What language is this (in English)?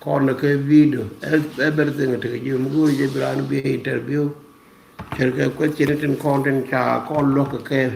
Nuer